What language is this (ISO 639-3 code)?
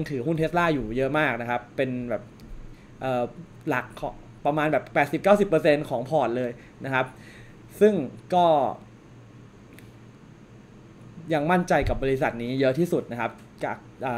tha